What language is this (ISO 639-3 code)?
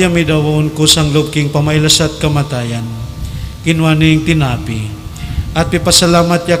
pam